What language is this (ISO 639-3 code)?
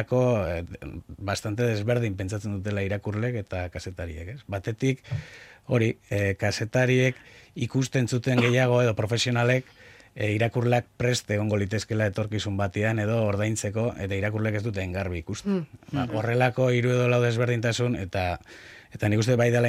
eus